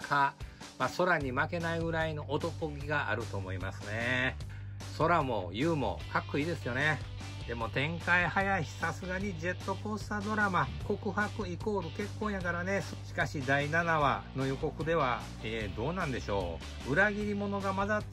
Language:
Japanese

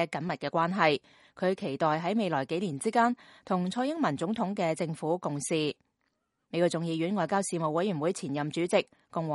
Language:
Cantonese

